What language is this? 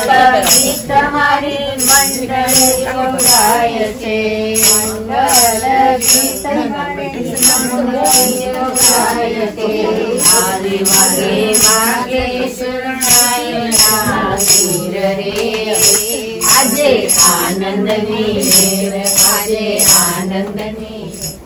Gujarati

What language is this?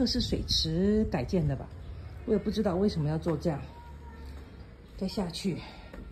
Chinese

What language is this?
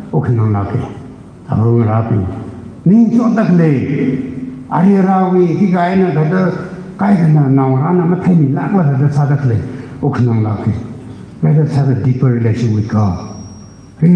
Tangkhul Naga (India)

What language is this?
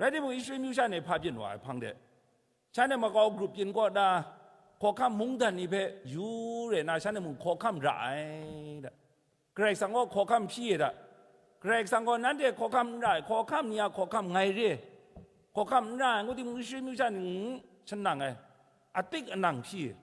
Kachin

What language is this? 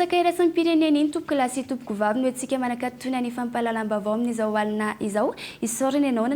Malagasy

